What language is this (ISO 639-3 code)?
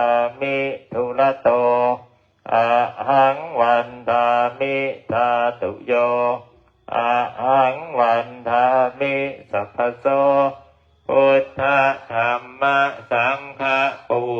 pli